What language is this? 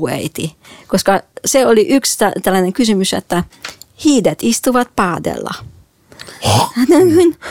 Finnish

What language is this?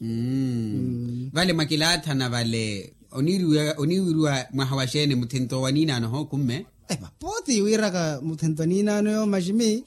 Makhuwa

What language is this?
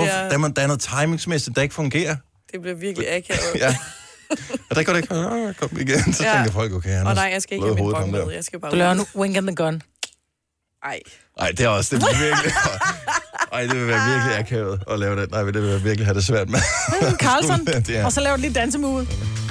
Danish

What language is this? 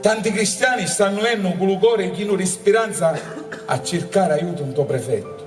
Sicilian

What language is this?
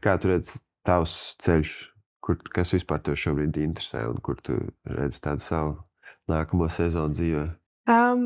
Latvian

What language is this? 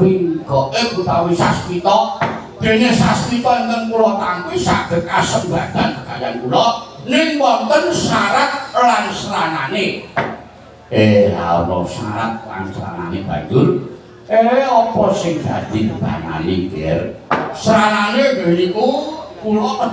Javanese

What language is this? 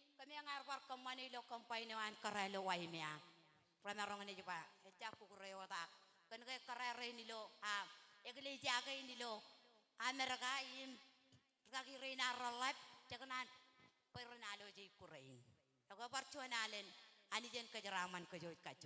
Marshallese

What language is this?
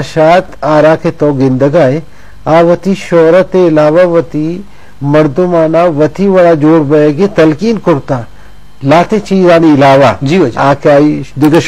Eastern Balochi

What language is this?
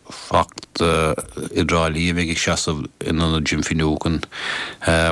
Irish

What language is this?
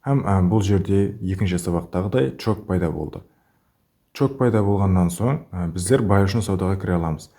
Kara-Kalpak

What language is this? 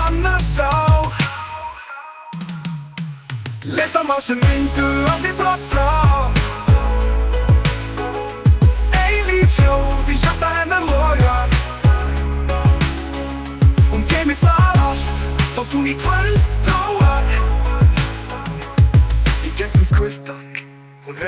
Icelandic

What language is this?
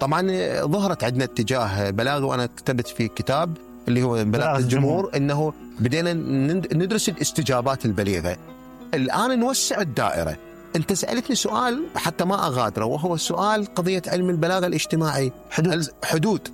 Mesopotamian Arabic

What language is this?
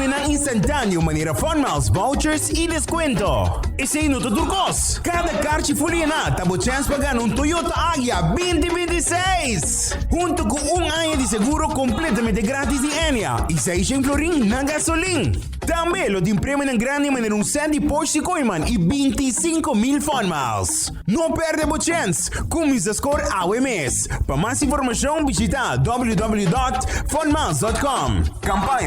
Papiamento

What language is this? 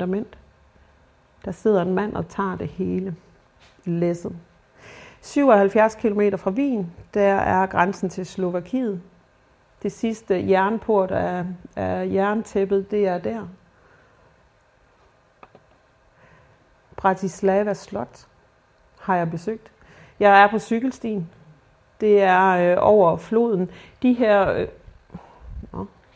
Danish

